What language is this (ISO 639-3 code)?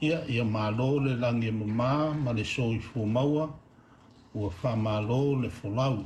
smo